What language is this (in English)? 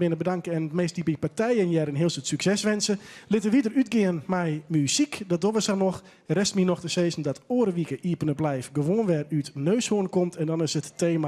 Western Frisian